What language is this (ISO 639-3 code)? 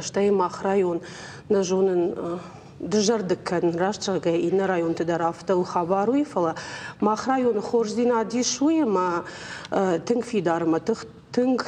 oss